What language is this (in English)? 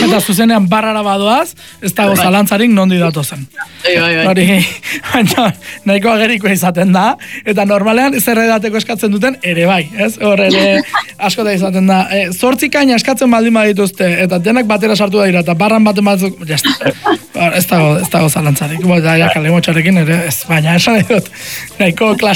Basque